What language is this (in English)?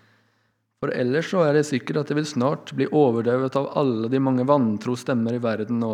Norwegian